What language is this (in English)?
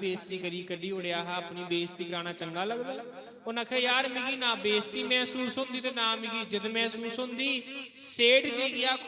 Dogri